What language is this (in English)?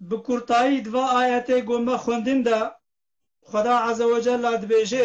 Kurdish